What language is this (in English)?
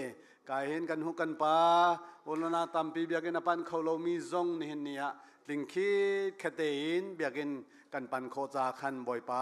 Hakha Chin